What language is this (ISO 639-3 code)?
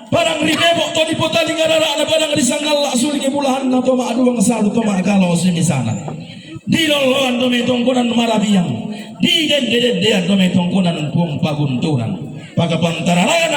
sda